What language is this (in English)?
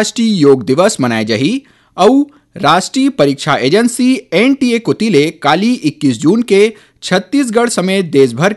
Chhattisgarhi